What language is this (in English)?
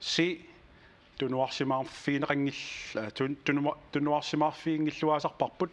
Kalaallisut